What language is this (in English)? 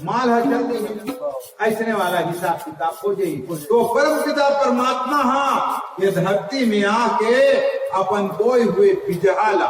Chhattisgarhi